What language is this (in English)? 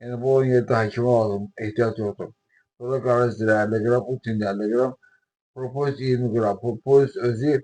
Azerbaijani